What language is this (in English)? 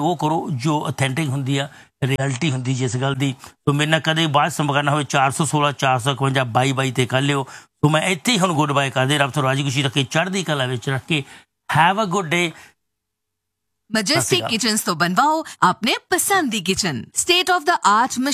Punjabi